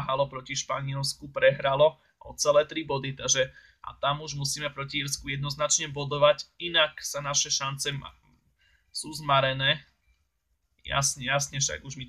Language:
Slovak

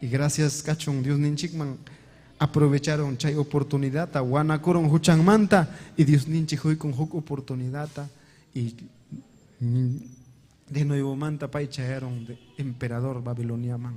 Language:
Ayacucho Quechua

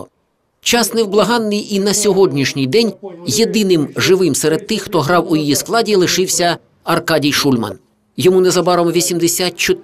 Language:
Ukrainian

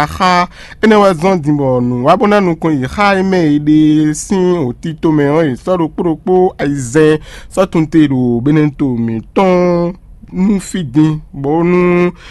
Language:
Fon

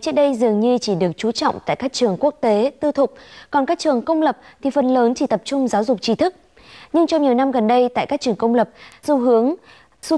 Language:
Vietnamese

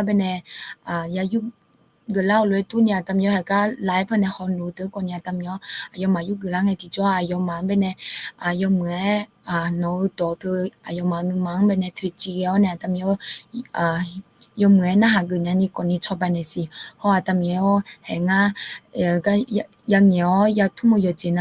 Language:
Akha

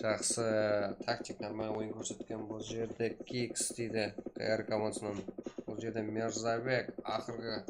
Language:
Kara-Kalpak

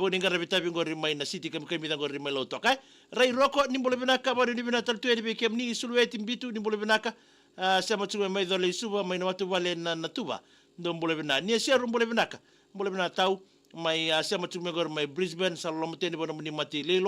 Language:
Fijian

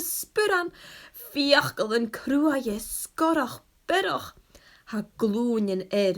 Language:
Scottish Gaelic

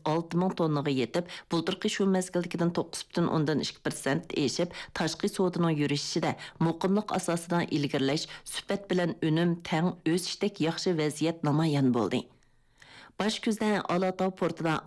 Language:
Uyghur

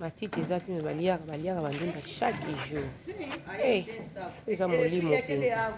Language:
Lingala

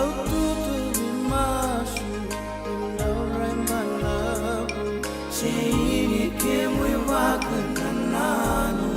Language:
Fijian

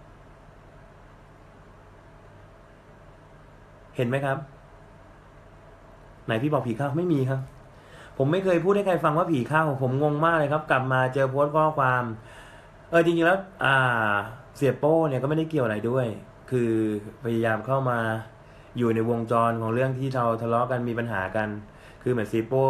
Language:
Thai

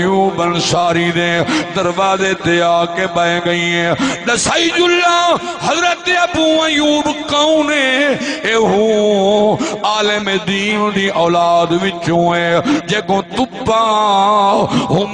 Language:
Saraiki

